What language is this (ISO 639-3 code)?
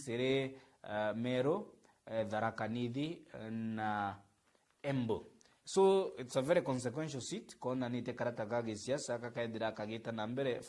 mer